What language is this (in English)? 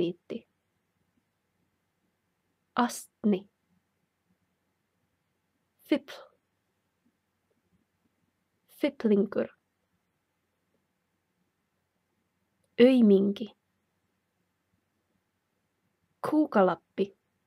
Icelandic